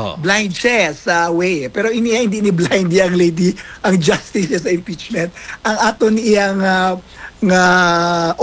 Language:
Hiligaynon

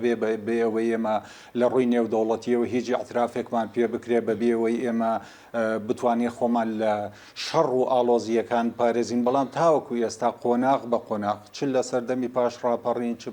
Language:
Central Kurdish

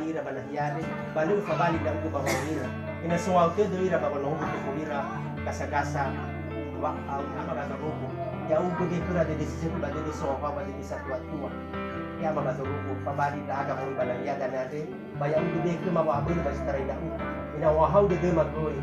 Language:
Nias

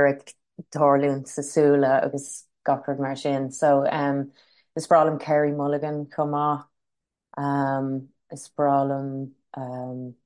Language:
Irish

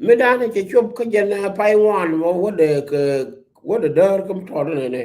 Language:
Nuer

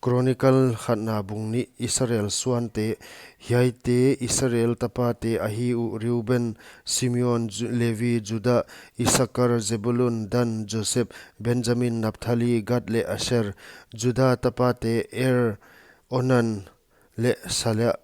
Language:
Paite Chin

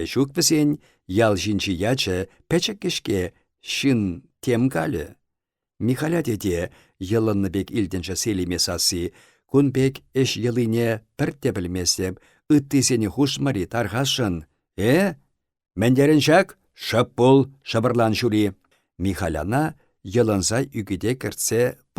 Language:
Chuvash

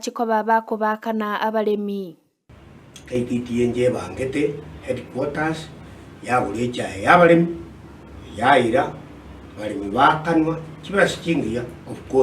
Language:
Gusii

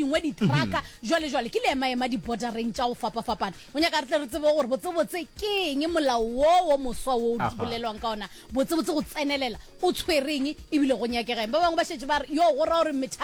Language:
Northern Sotho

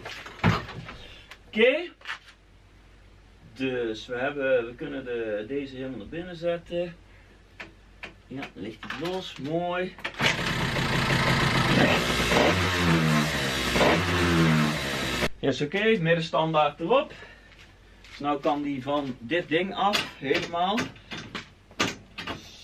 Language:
Dutch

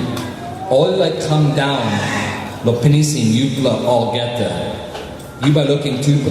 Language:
Tok Pisin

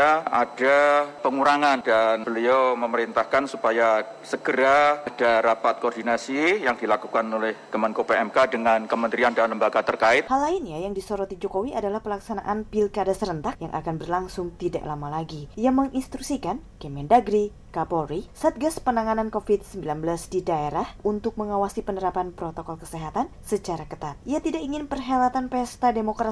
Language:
Indonesian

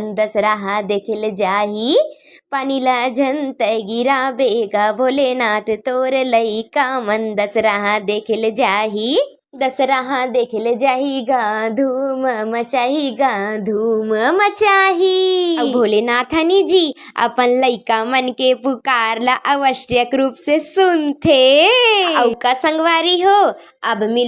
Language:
Chhattisgarhi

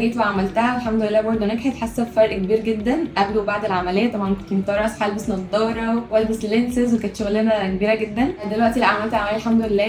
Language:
Egyptian Arabic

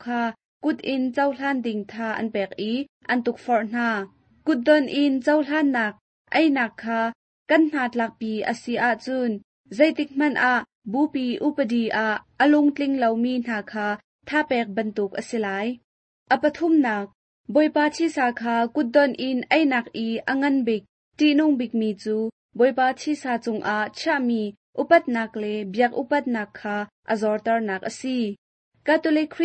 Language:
Hakha Chin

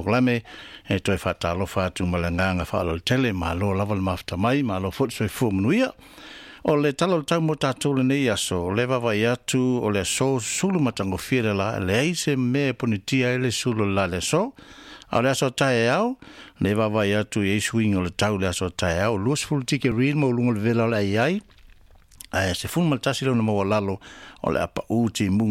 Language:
Samoan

